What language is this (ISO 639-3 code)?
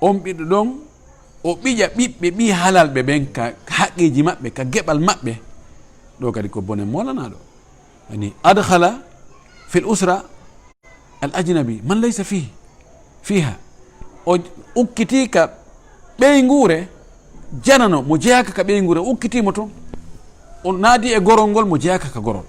ful